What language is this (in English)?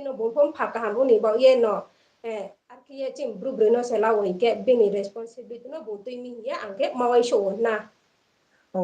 Riang (India)